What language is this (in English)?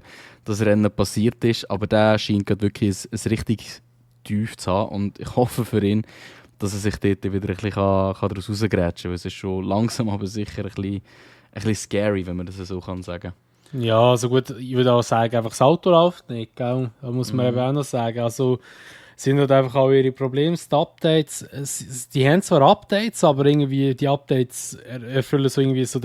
Swiss German